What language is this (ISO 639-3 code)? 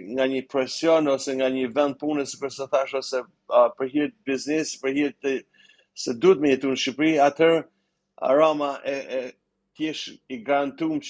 sqi